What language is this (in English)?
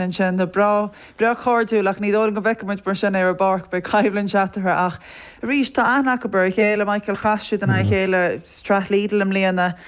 Irish